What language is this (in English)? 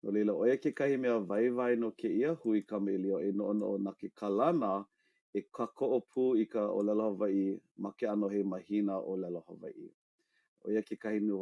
Hawaiian